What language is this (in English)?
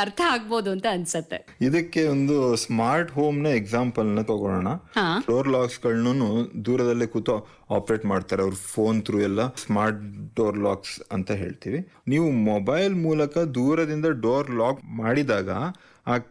Kannada